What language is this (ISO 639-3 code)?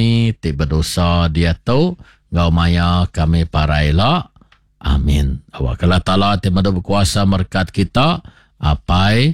iba